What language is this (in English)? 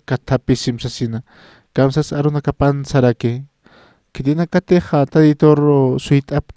Aymara